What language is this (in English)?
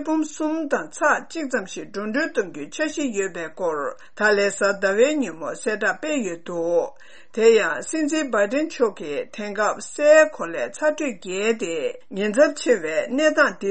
Tibetan